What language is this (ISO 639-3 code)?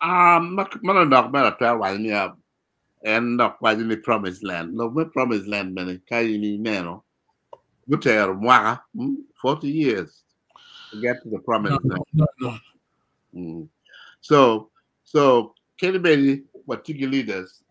ach